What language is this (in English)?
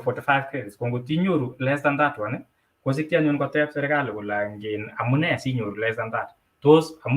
Kalenjin